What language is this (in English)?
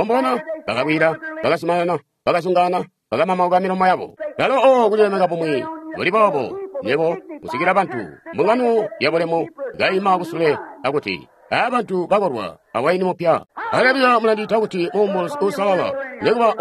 Tonga (Zambia)